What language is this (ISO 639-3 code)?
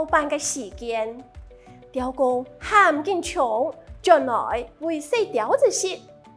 hak